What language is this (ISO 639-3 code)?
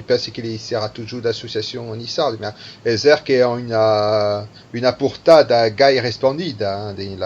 oci